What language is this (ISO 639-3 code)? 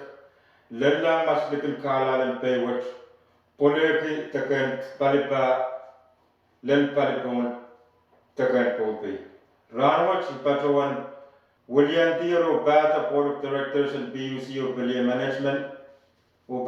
pon